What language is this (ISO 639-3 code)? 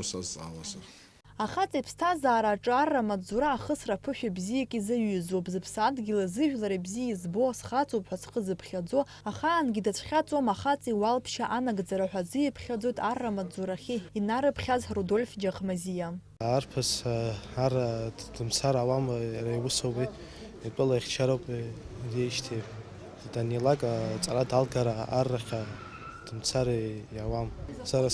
abk